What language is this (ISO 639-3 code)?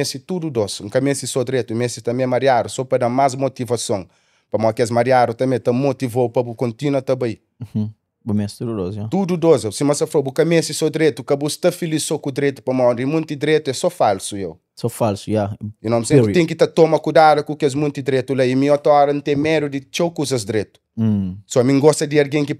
kea